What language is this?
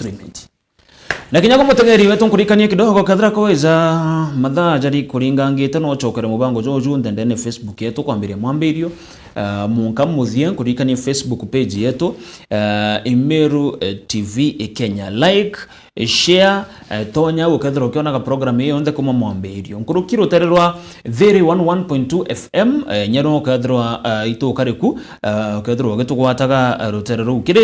Meru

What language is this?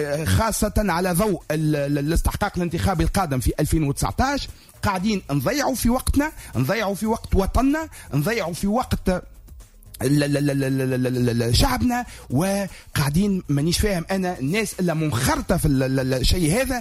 Tunisian Arabic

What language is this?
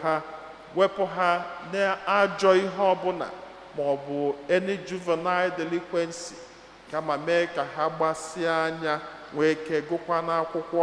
Igbo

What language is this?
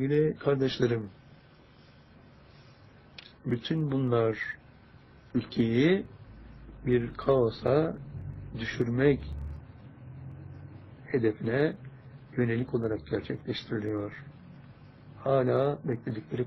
Turkish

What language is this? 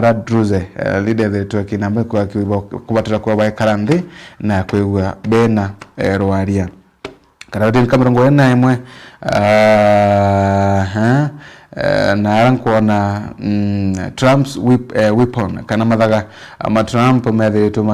Meru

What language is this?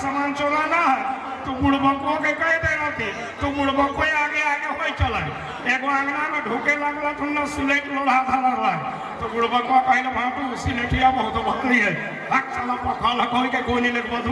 Sadri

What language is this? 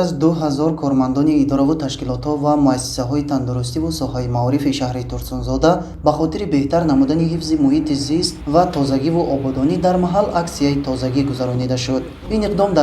Tajik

